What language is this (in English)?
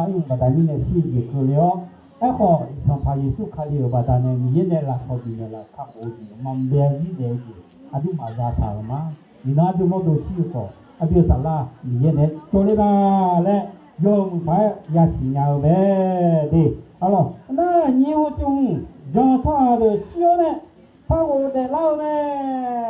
Akha